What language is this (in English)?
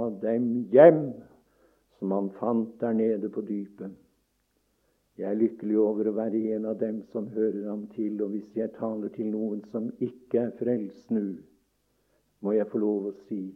Norwegian